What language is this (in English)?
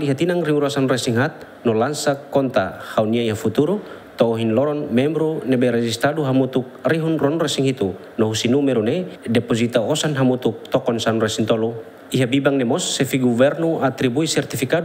Tetum